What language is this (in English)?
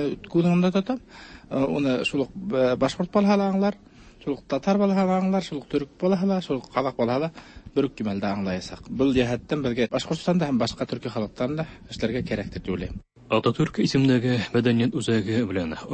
Tatar